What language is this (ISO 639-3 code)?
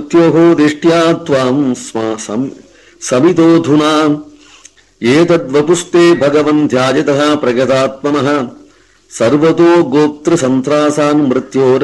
san